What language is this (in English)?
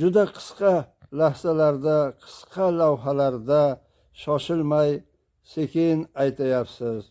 Uzbek